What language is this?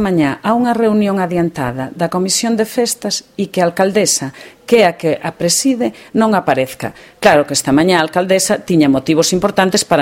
Galician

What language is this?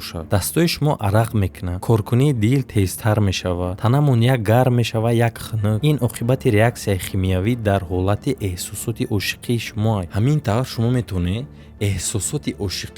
Tajik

